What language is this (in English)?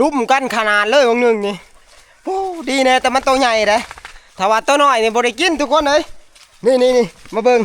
Northeastern Thai